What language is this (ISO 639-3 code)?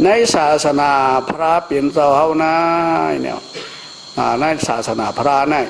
shn